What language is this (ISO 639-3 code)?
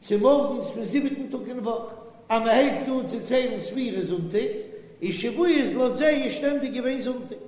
yid